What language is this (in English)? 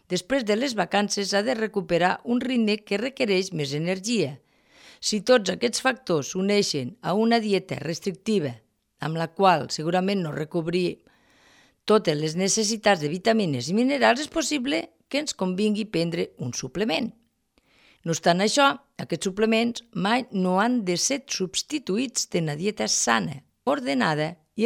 Catalan